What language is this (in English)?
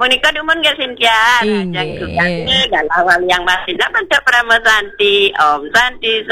Balinese